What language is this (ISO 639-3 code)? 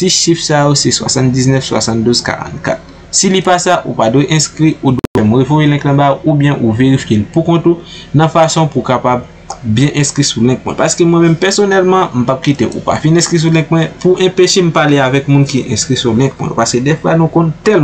hat